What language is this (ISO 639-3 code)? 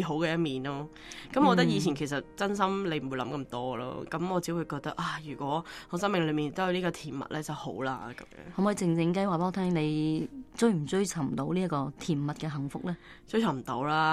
yue